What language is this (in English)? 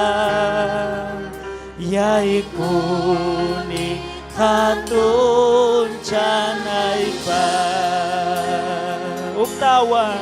Ayacucho Quechua